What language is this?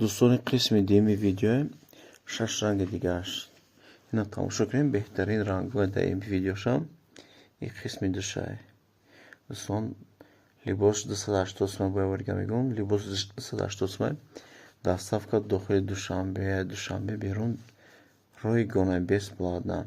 Tajik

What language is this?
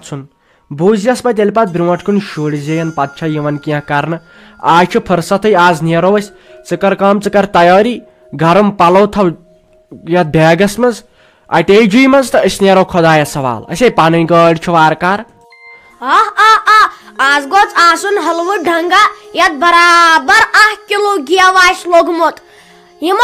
Kashmiri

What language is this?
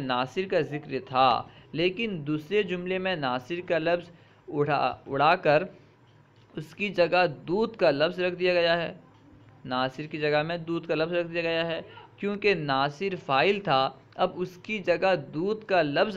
Urdu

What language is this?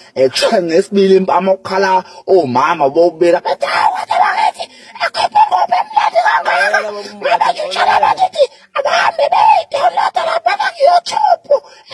Zulu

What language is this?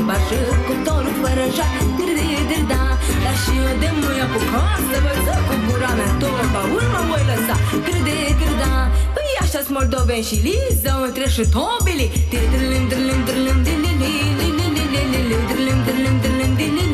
Romanian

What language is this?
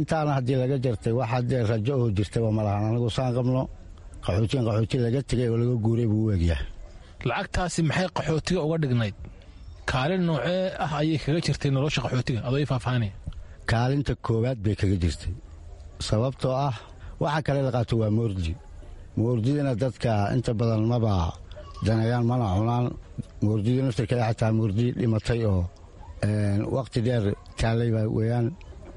Somali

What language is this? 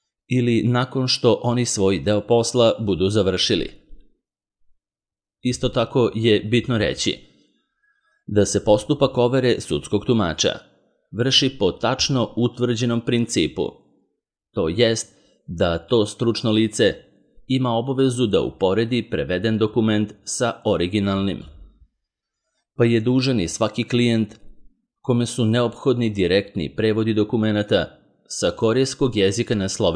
Serbian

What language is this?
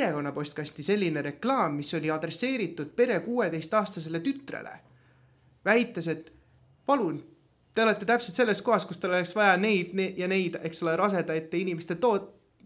Estonian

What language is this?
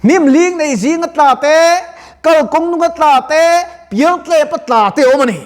Mizo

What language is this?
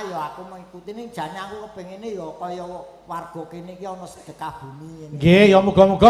Javanese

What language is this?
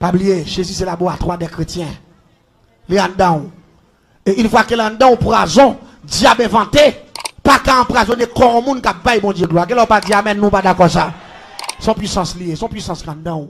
Haitian Creole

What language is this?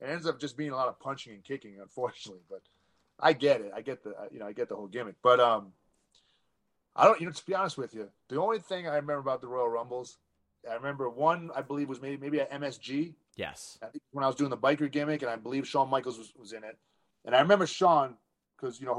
English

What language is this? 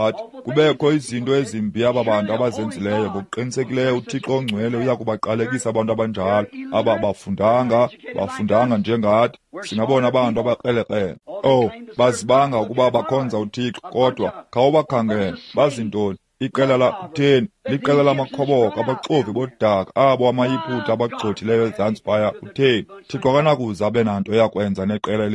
Xhosa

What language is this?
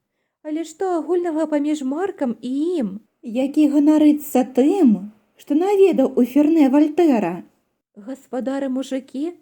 Belarusian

